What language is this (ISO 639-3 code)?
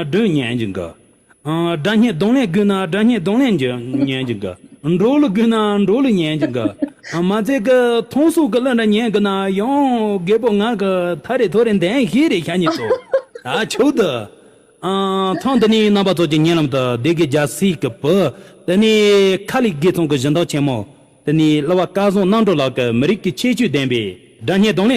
bod